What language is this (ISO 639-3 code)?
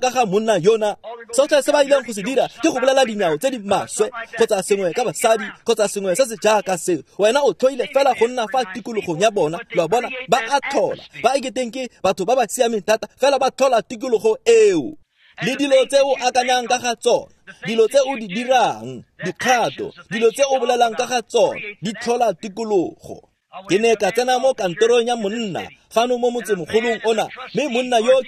tsn